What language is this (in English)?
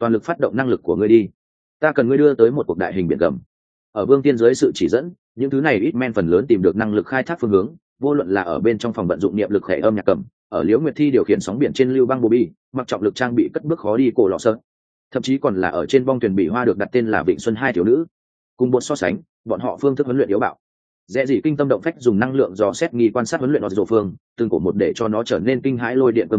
Vietnamese